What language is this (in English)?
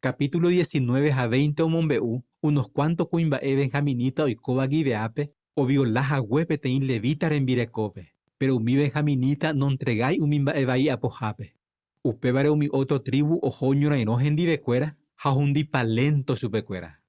Guarani